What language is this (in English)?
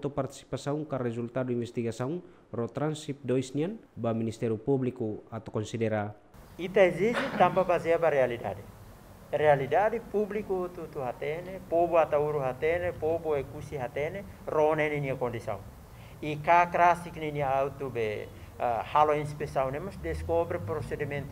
Tetum